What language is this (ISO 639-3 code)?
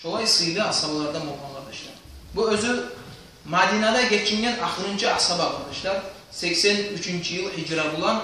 kum